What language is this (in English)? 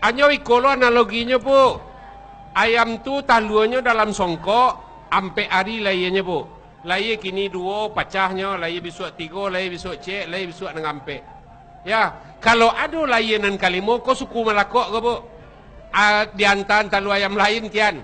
Minangkabau